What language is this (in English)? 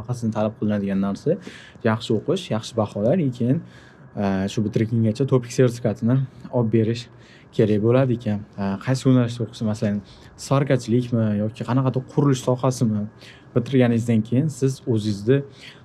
Uzbek